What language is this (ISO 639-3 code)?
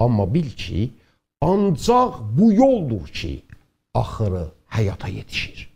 azb